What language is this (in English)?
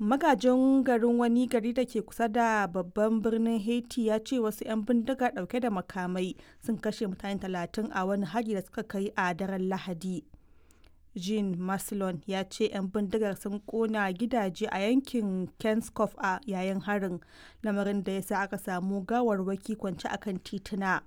Hausa